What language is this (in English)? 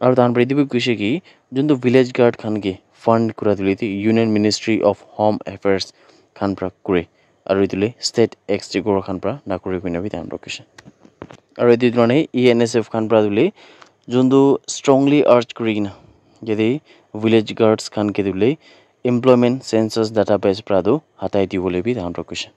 Naga Pidgin